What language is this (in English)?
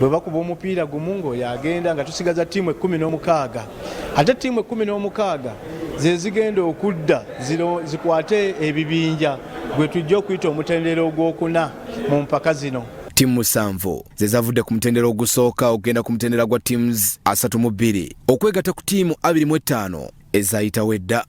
Ganda